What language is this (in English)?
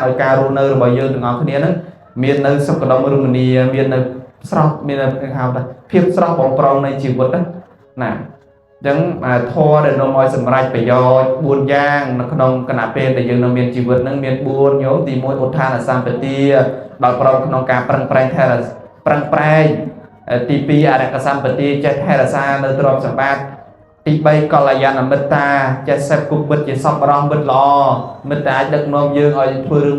Khmer